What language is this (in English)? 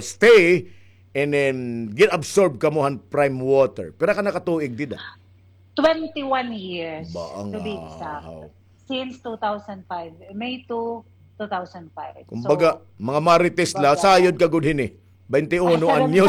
Waray